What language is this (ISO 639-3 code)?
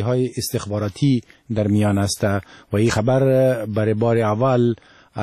fas